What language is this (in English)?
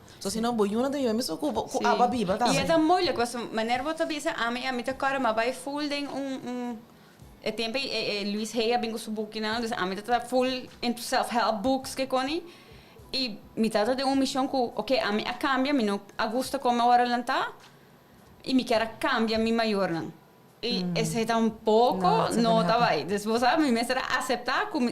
Papiamento